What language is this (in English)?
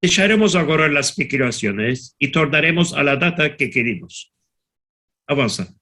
Ladino